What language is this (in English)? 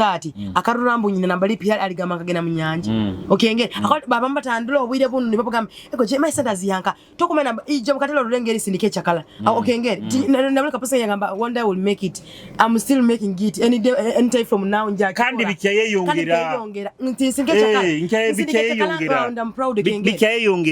Nyoro